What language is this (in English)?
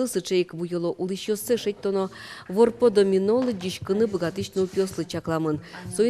Udmurt